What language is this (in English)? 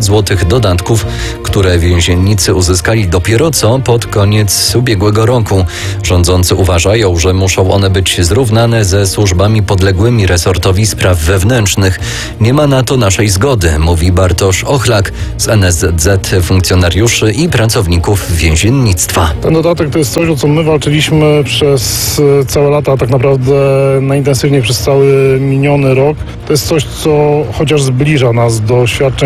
Polish